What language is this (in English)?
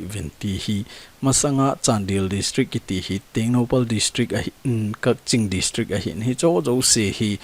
Thado Chin